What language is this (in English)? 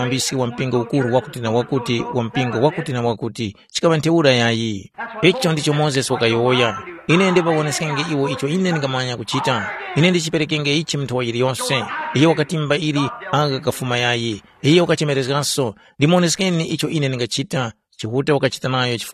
Tumbuka